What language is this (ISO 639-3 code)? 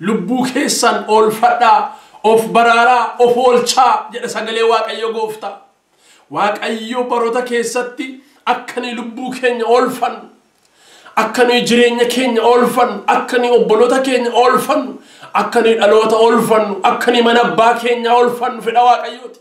orm